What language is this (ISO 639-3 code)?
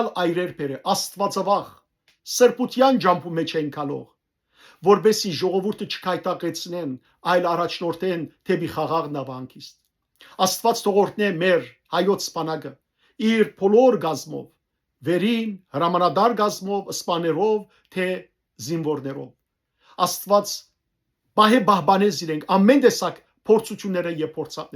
hyw